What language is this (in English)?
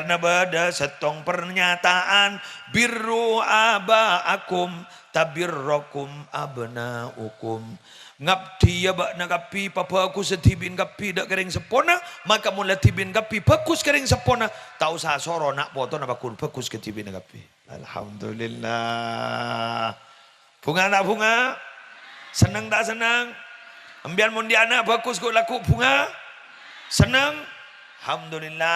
Madurese